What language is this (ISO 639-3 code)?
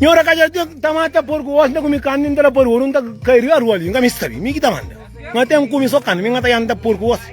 kea